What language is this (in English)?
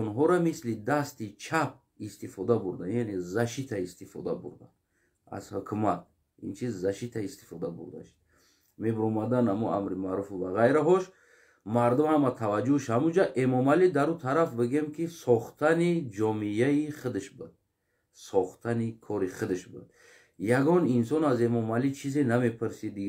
Tajik